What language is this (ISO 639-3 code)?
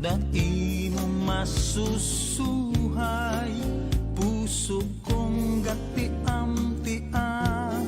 bik